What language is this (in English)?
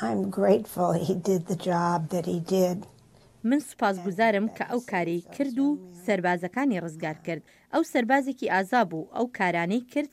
Central Kurdish